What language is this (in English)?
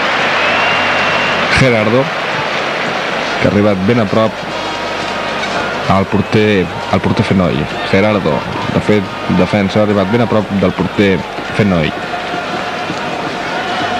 Catalan